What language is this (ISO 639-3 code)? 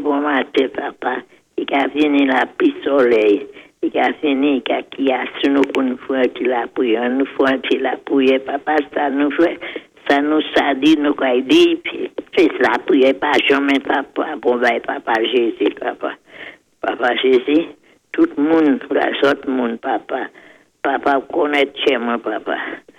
acf